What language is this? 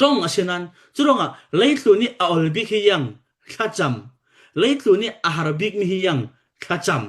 Falam Chin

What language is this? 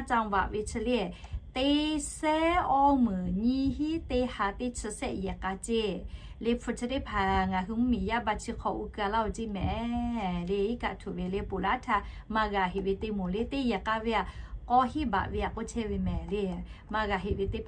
Lahu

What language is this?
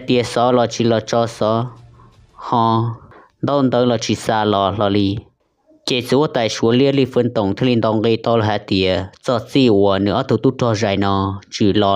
Hmong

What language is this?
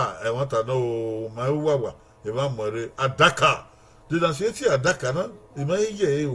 Bini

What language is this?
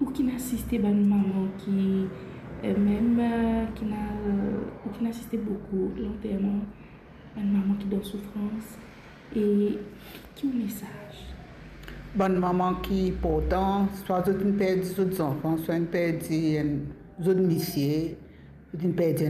Morisyen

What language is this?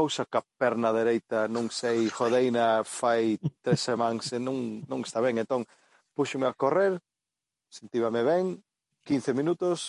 Galician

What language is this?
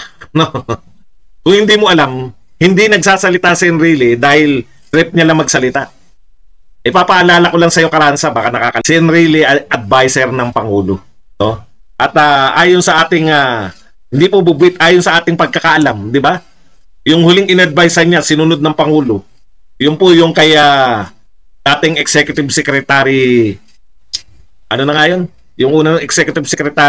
Filipino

